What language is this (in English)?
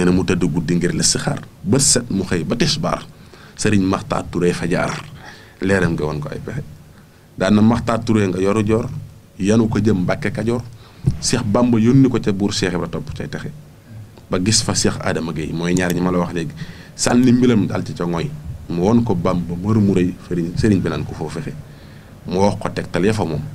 Wolof